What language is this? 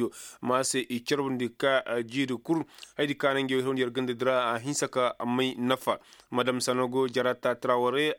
Koyraboro Senni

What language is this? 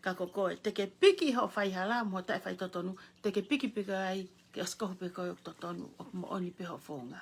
Tongan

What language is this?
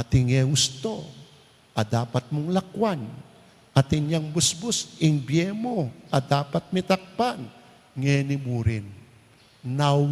Pampanga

